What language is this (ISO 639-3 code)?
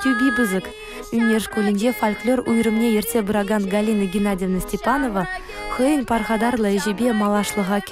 chv